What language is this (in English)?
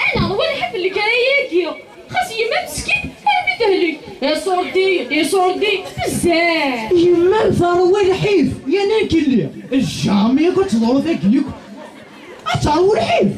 Kabyle